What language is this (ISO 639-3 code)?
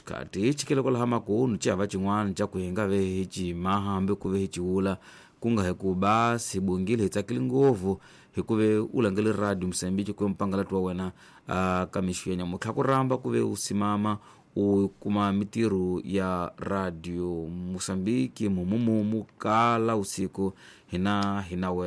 tso